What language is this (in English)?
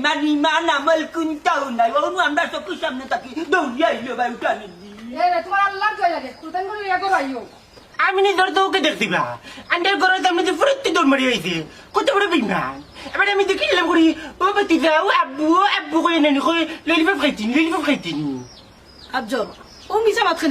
Sylheti